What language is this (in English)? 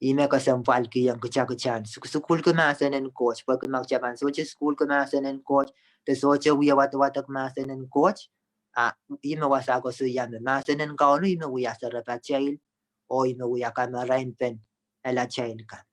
Pohnpeian